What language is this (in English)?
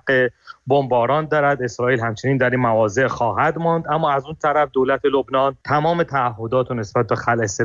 Persian